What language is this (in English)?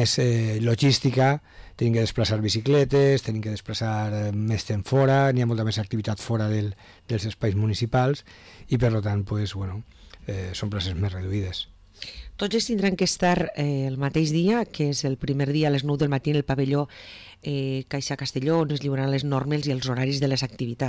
Catalan